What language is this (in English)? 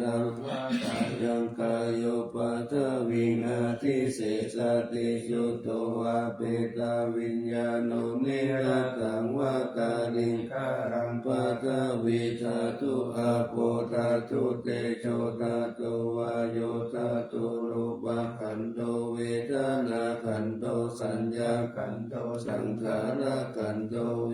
Pali